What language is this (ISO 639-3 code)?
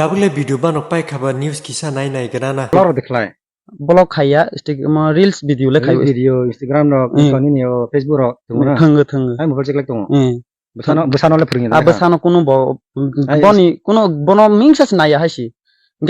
trp